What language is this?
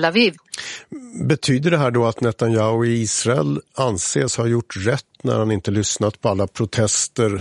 Swedish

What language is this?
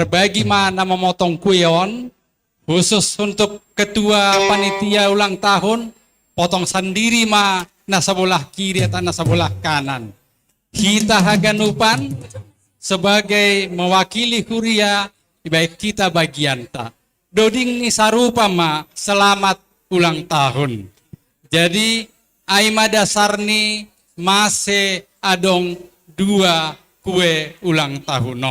Batak Simalungun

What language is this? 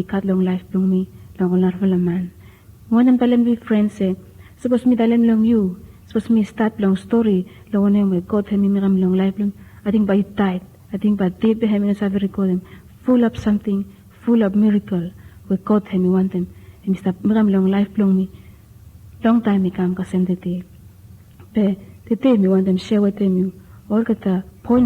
Bislama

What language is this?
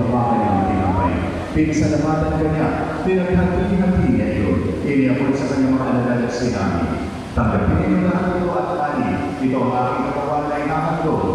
Filipino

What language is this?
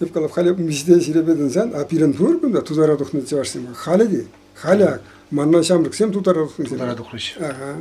Chuvash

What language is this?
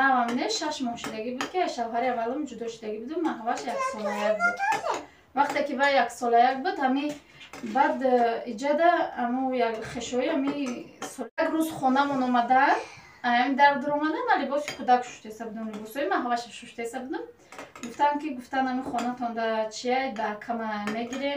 Tajik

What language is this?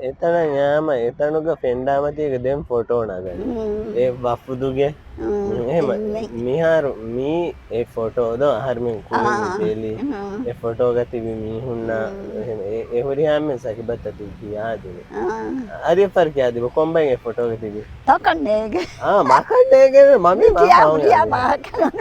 Divehi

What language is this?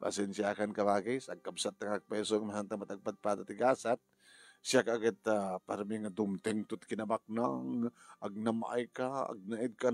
Iloko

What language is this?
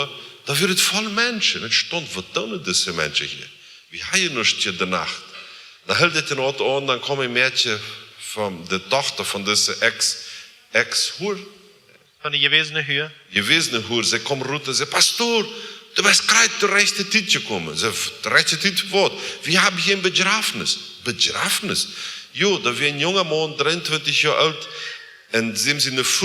Plautdietsch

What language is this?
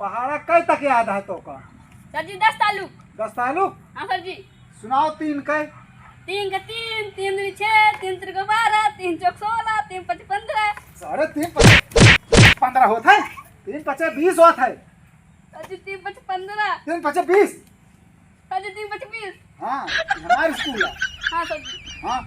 Awadhi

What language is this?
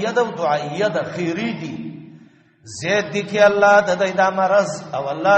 Pashto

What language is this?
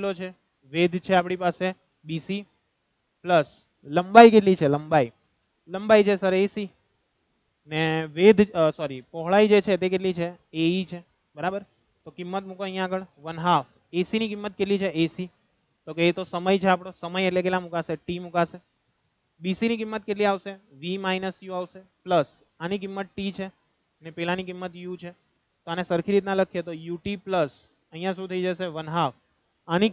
Gujarati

